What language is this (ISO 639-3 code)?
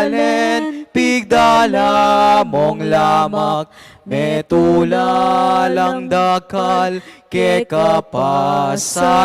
pam